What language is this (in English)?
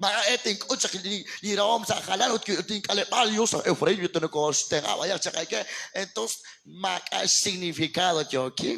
Kekchí